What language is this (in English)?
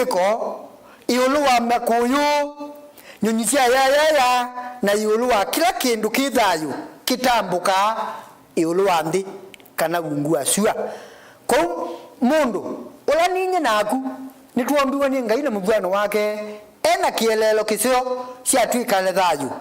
Kamba